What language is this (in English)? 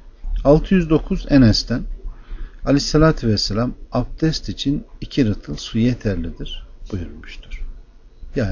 Turkish